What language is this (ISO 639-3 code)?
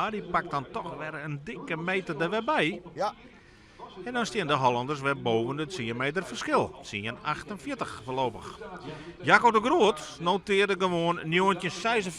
fry